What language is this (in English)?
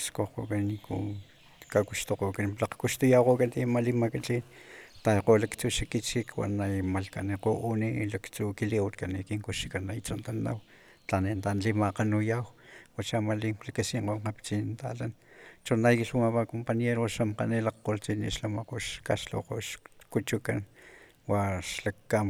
Galician